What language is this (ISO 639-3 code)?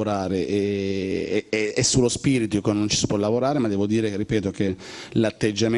ita